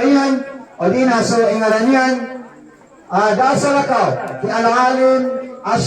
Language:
Maranao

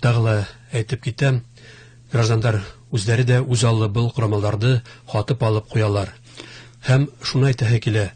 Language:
Bashkir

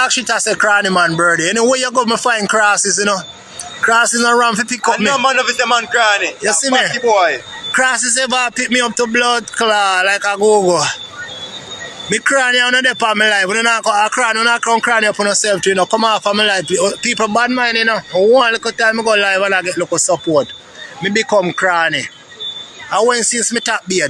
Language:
Jamaican Creole English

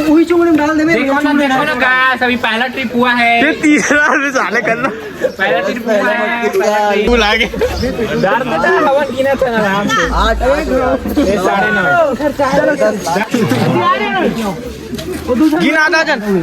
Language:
Chhattisgarhi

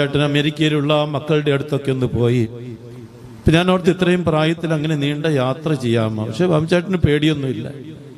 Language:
Malayalam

